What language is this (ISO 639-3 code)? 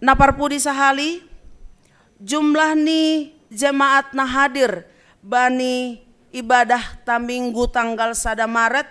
bts